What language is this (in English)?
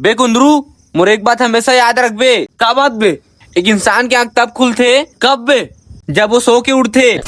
Chhattisgarhi